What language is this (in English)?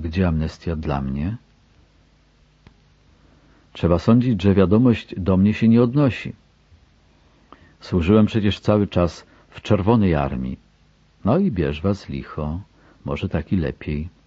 Polish